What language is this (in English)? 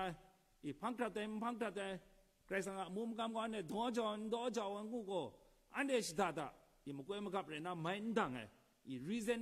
Kachin